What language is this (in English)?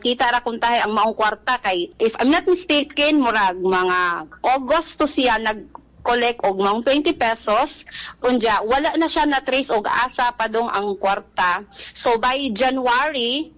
Cebuano